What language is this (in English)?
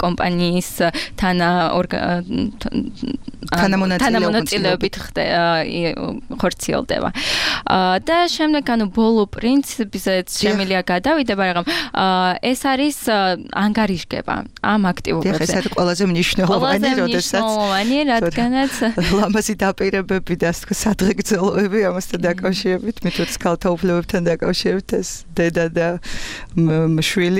Georgian